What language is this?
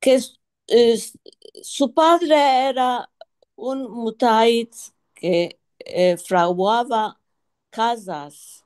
Ladino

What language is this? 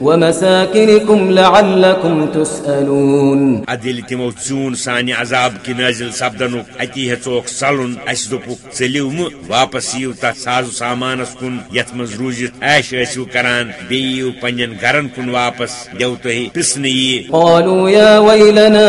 Kashmiri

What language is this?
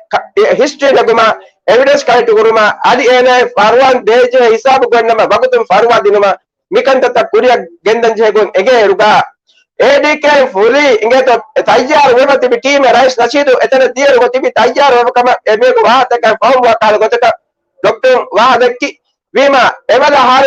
Divehi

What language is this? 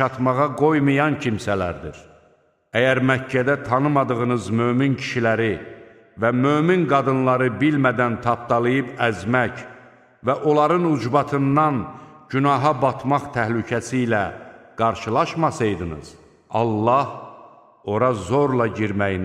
Azerbaijani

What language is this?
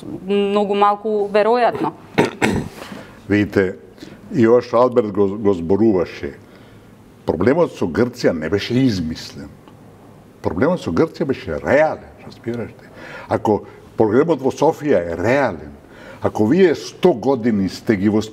Macedonian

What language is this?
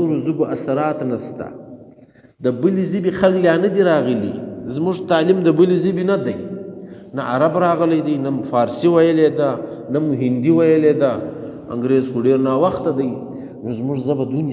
Pashto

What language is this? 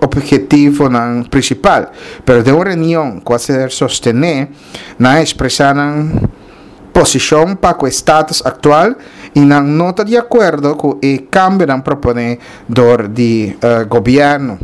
Papiamento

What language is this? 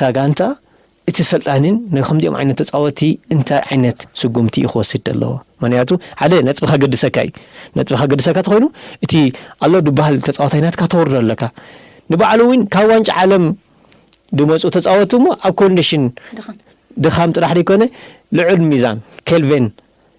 Tigrinya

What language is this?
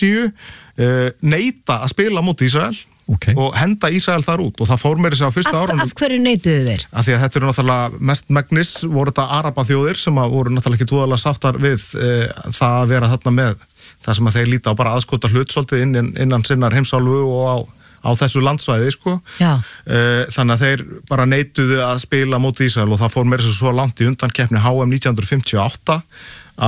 Icelandic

